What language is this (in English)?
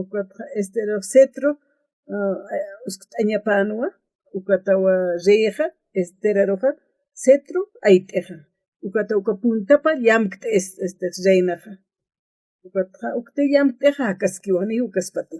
Aymara